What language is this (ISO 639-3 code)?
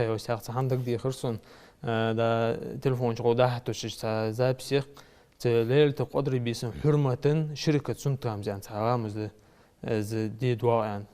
inh